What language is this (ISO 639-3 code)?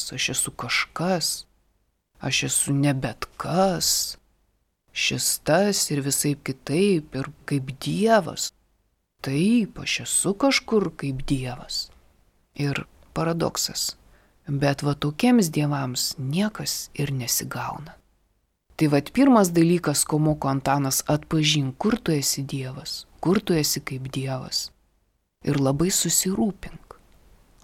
lit